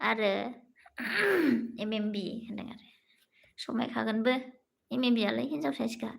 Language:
Bodo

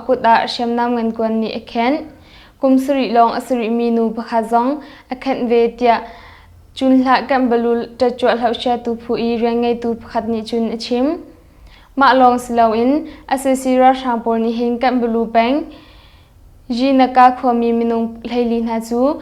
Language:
Hakha Chin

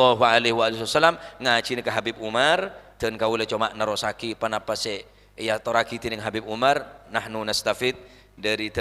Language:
Madurese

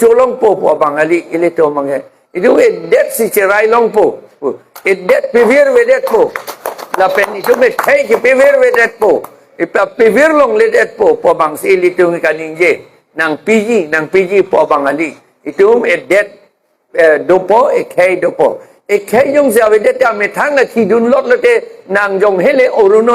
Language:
Karbi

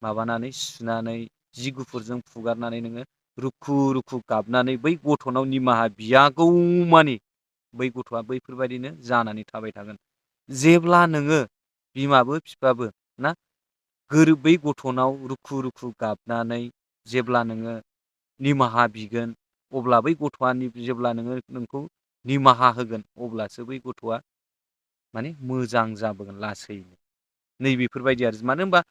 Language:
Bodo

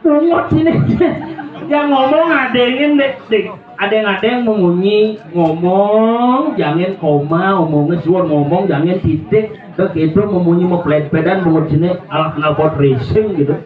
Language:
Balinese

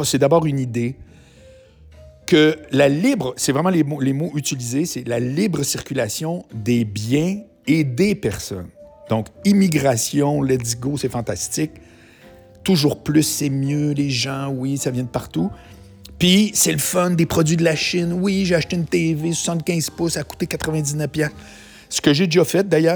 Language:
French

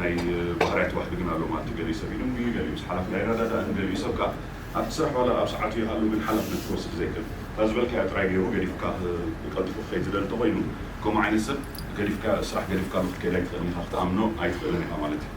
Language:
Tigrinya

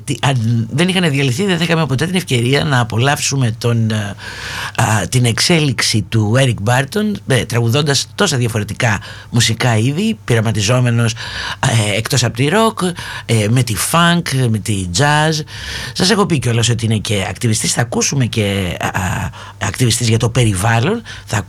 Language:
Greek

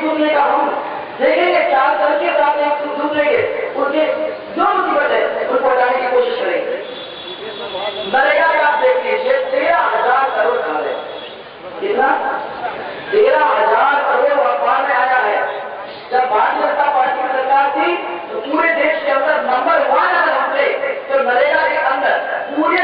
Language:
Hindi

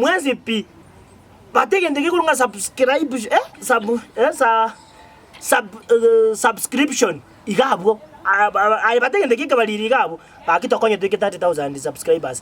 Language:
Gusii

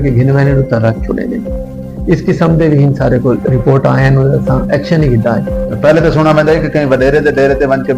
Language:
Saraiki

